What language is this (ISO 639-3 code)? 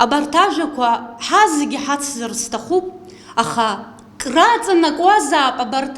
abk